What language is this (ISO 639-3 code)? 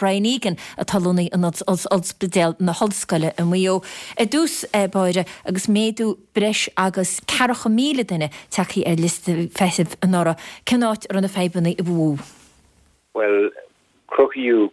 gle